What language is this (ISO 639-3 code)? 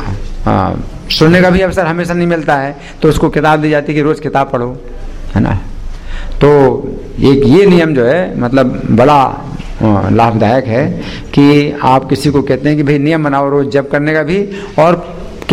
hin